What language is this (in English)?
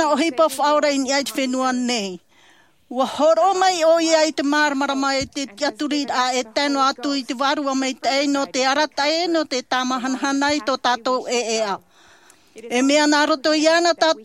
Tahitian